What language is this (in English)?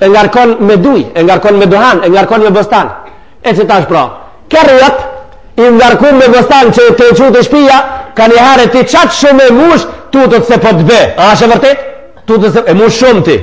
Albanian